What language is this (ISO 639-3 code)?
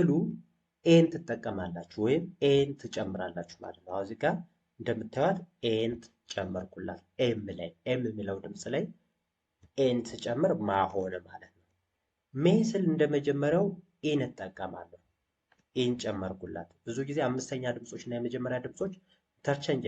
amh